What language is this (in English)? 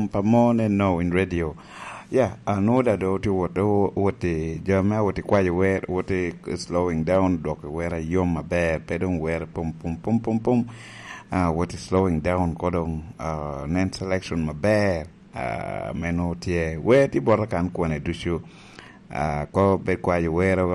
Lango (Uganda)